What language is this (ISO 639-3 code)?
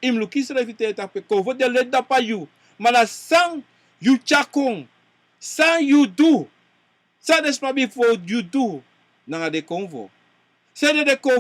srn